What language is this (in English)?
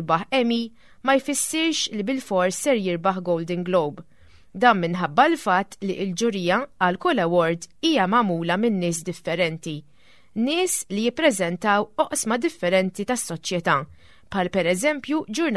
Maltese